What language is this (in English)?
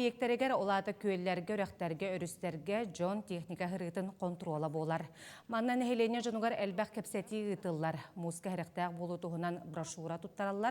Yakut